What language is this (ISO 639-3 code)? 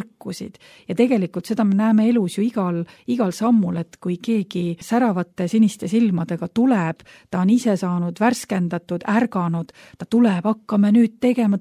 est